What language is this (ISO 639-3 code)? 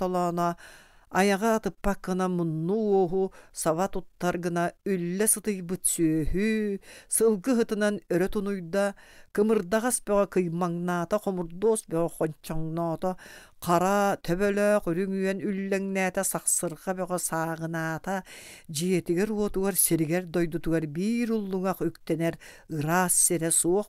sah